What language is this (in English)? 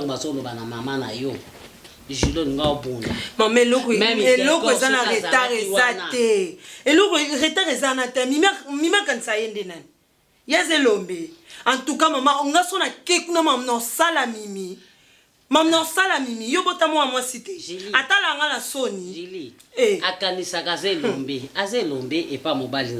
Lingala